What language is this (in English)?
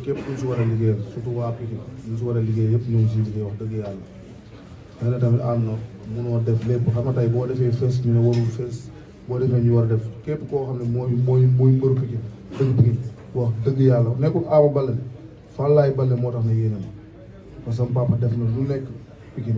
Wolof